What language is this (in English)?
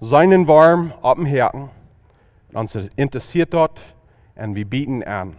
Plautdietsch